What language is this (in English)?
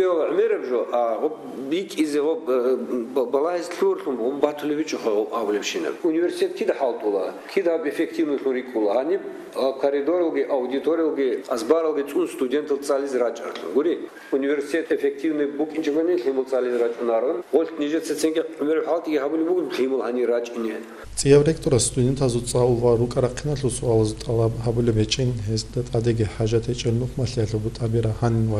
Avaric